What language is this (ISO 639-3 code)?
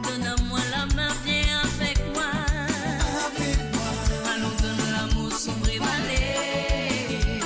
mfe